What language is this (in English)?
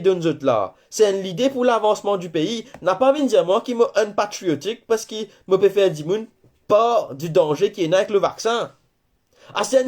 Morisyen